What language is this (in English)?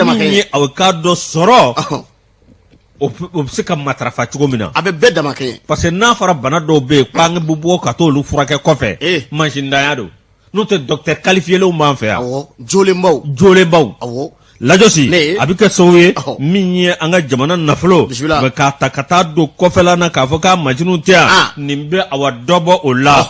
Bambara